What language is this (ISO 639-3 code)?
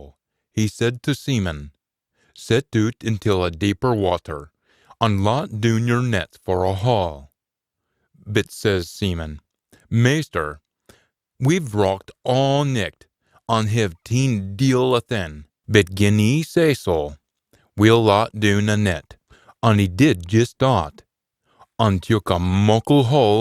sco